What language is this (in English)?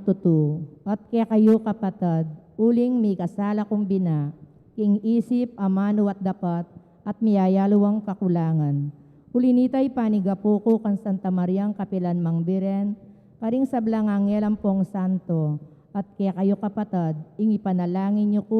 Pampanga